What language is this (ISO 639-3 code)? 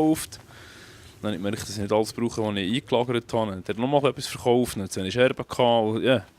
gsw